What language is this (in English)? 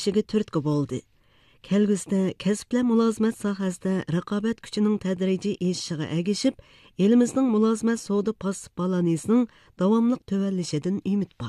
Uyghur